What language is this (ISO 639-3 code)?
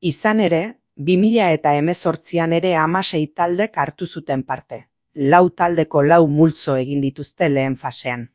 eus